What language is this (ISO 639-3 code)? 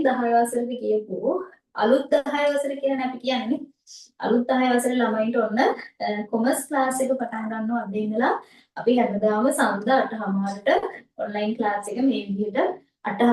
sin